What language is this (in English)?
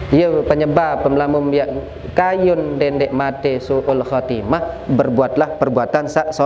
Sasak